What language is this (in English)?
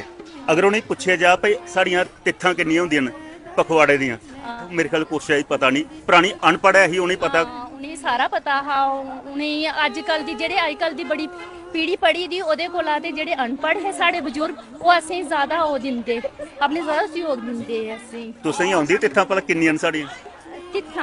Dogri